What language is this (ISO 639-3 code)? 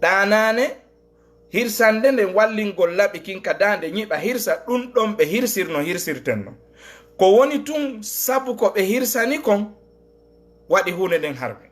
ful